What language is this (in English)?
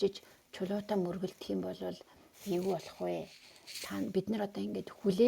Mongolian